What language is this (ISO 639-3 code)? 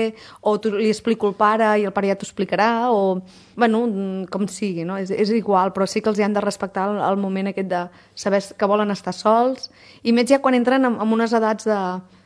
cat